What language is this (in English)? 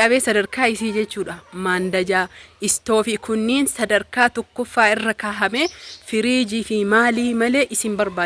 Oromo